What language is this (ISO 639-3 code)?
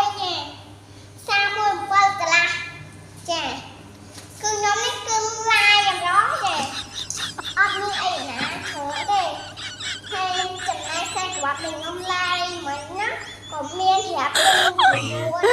khm